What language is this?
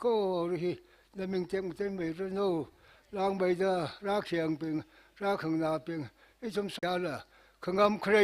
Tangkhul Naga (India)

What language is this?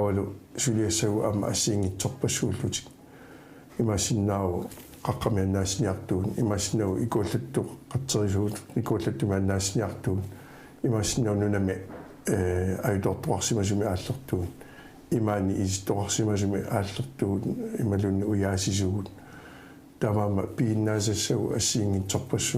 Kalaallisut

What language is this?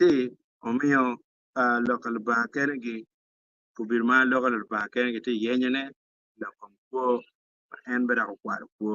Acoli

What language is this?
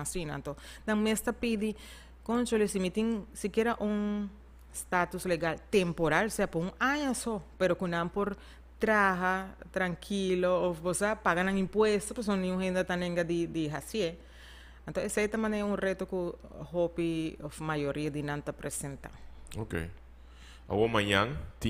Papiamento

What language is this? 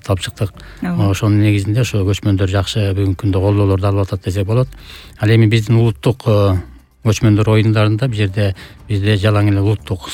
Kyrgyz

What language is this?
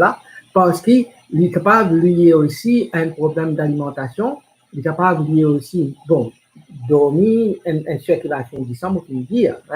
Morisyen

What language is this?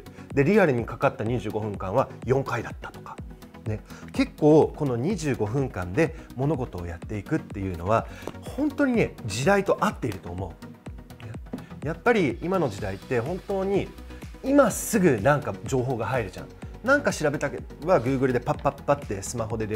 Japanese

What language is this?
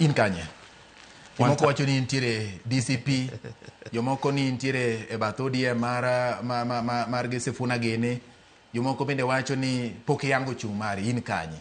Luo (Kenya and Tanzania)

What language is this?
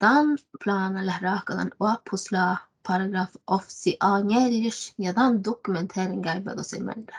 Northern Sami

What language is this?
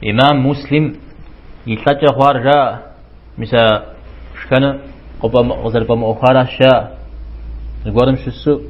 Kabardian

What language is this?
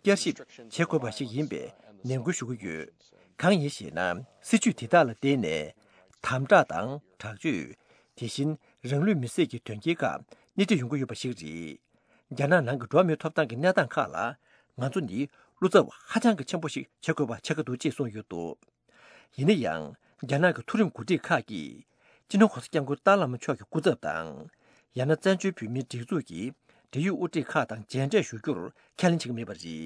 Tibetan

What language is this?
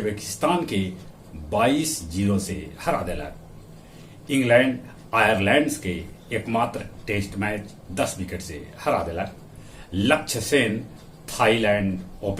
Magahi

